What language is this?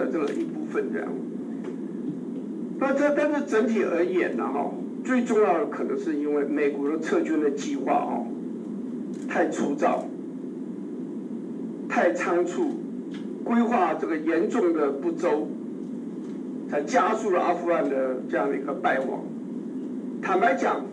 Chinese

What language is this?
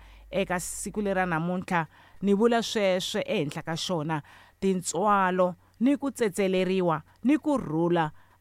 Tsonga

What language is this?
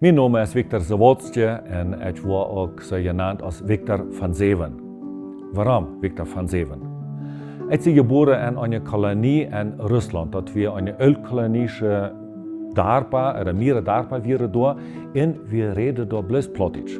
Plautdietsch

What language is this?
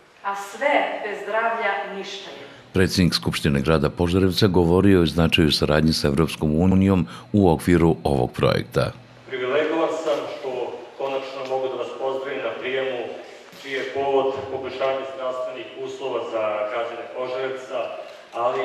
Serbian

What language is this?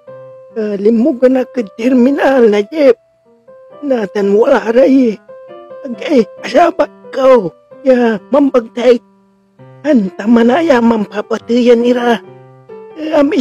Pangasinan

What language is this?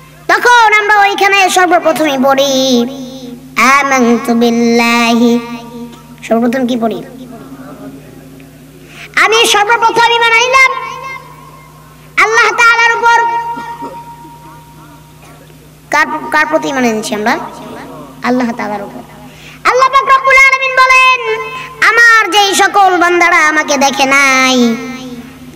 Bangla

